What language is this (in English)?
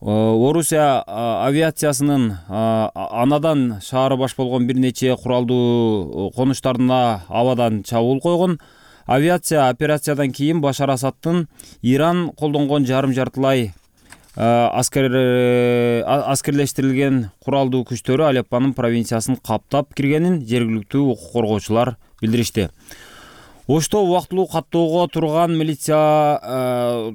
Kyrgyz